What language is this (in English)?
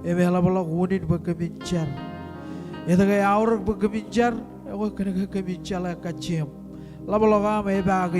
Marshallese